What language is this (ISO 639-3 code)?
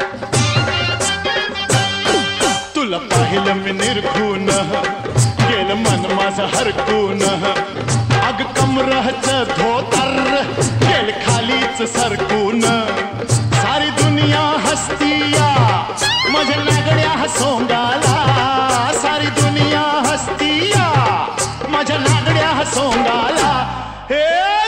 mar